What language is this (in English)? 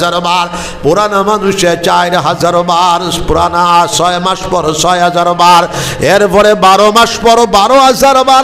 Sylheti